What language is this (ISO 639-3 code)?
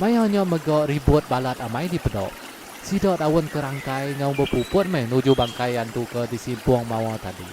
iba